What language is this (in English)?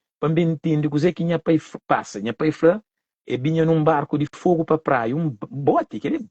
Kabuverdianu